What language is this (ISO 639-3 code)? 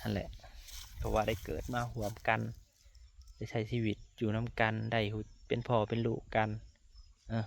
lao